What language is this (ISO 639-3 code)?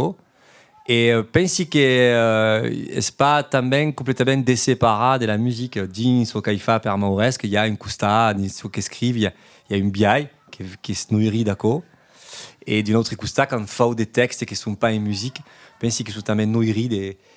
oci